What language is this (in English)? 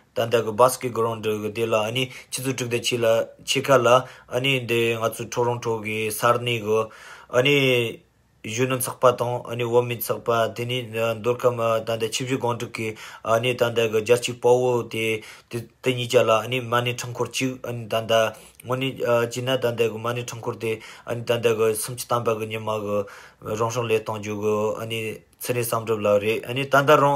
Tibetan